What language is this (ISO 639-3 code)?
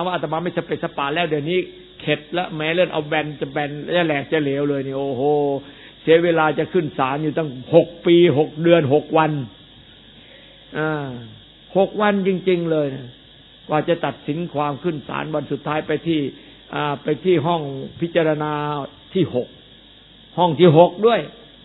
tha